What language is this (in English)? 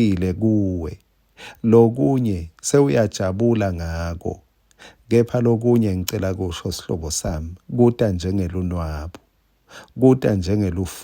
Swati